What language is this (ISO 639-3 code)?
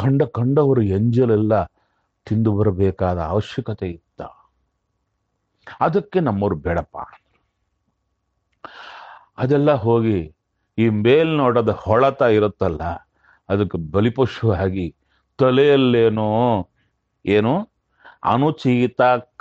kan